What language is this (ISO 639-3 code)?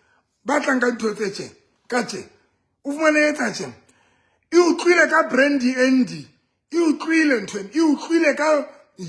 sot